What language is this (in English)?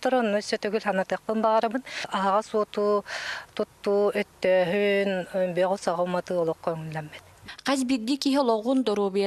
Yakut